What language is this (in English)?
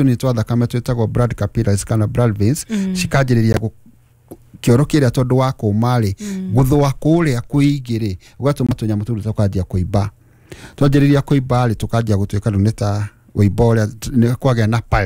Kikuyu